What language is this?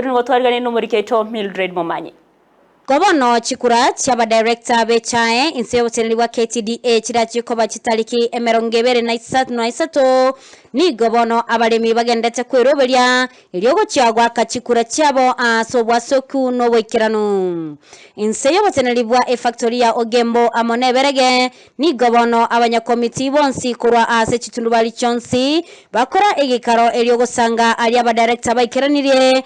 Gusii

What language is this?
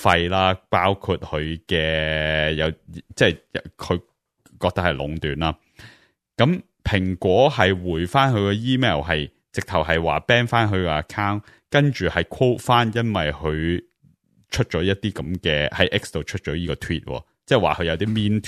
Cantonese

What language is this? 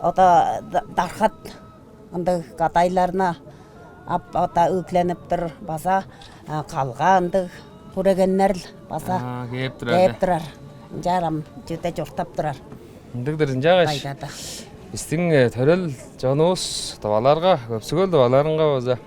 Tuvinian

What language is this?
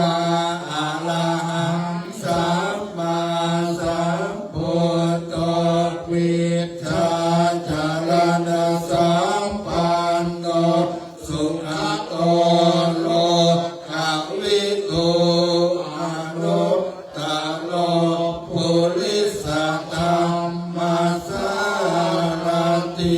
Pali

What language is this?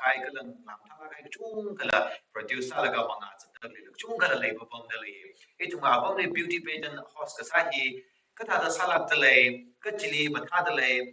Tangkhul Naga (India)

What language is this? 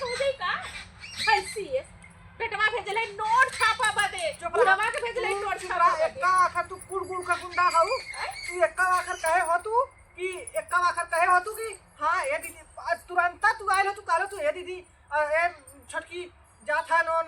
Awadhi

